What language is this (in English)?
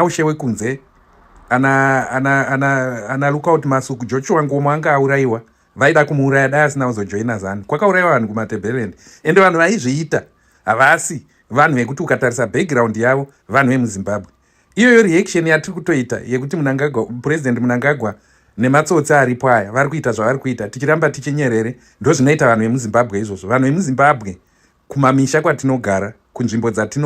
Shona